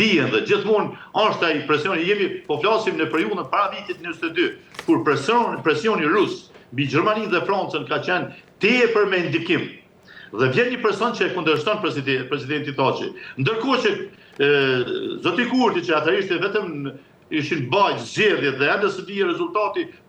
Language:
Albanian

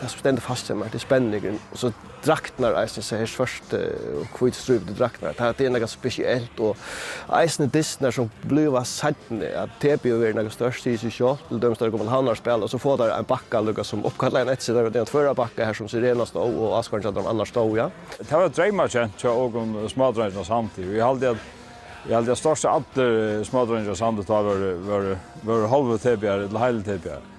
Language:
Faroese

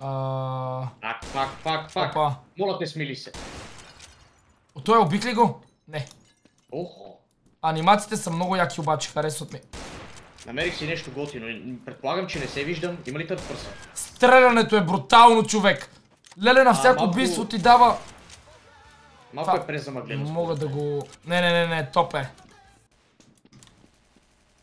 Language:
Bulgarian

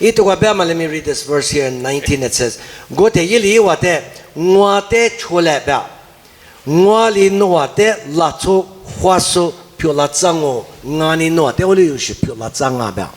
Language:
Lisu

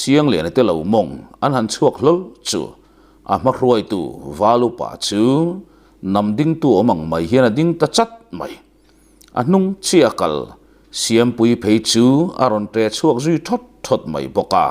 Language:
Mizo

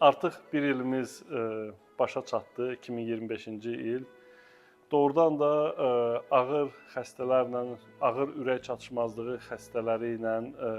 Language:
Azerbaijani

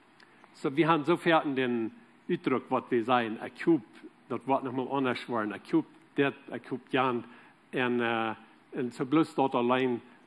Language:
Plautdietsch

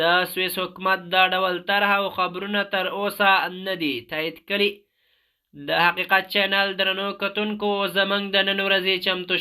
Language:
Pashto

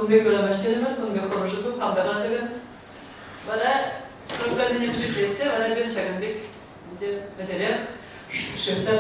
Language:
Chuvash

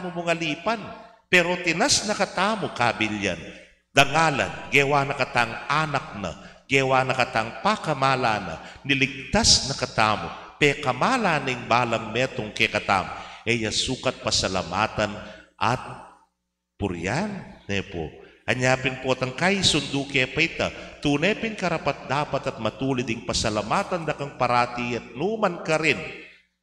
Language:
Pampanga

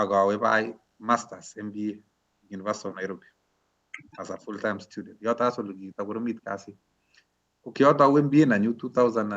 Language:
Kalenjin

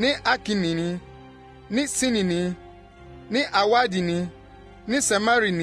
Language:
Akan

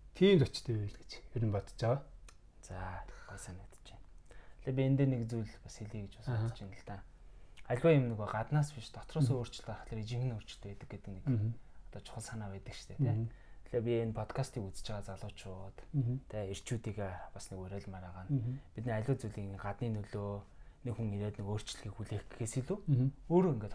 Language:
Mongolian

